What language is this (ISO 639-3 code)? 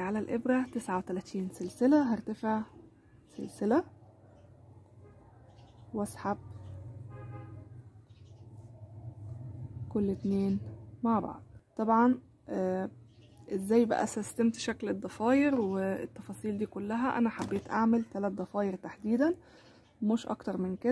arz